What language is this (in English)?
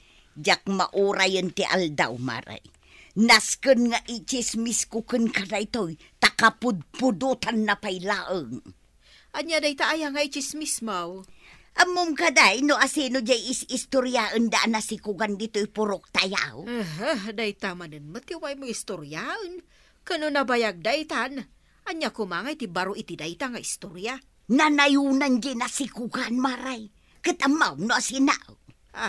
Iloko